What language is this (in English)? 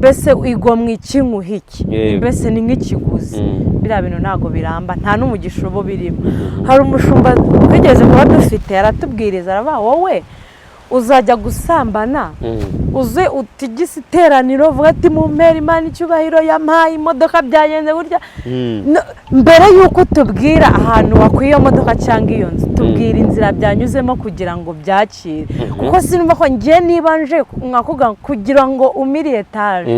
Kinyarwanda